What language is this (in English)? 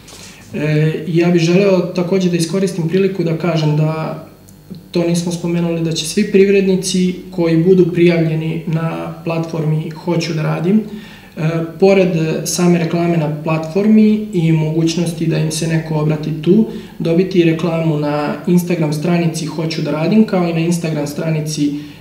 Serbian